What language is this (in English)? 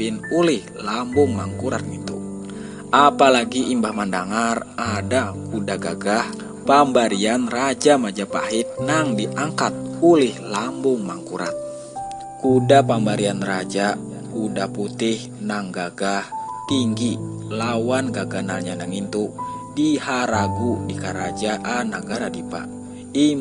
Banjar